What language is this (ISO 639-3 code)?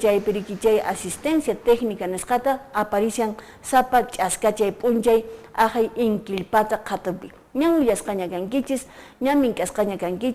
que